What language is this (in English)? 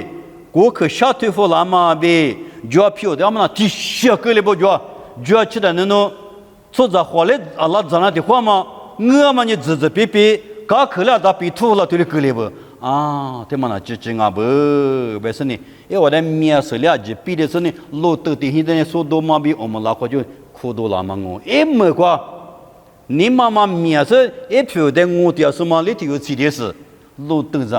Lisu